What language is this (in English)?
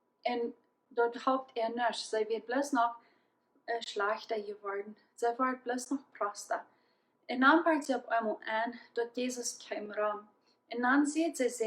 Plautdietsch